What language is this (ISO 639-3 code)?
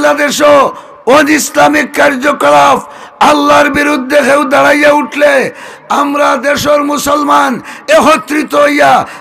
syl